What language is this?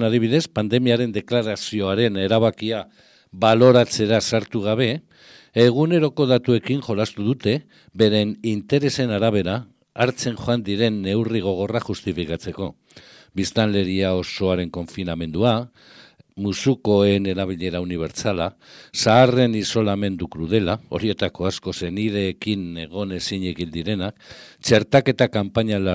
Basque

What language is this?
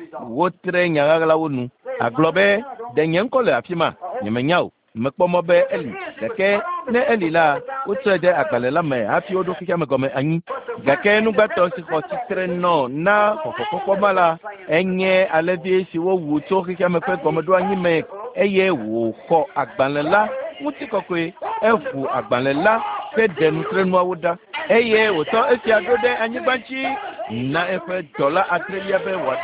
Ewe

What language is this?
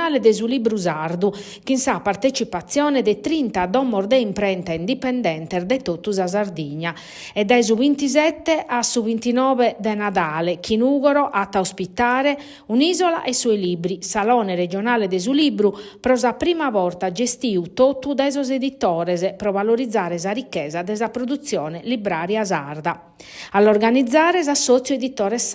Sardinian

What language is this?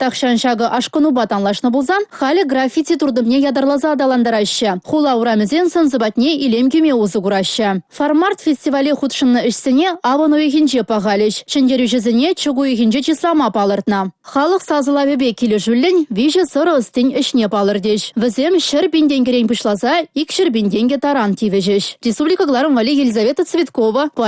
Chuvash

